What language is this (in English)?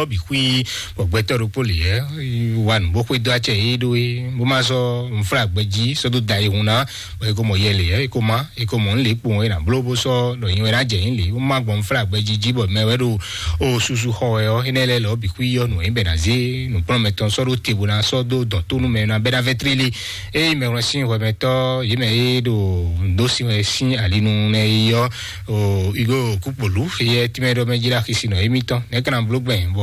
Fon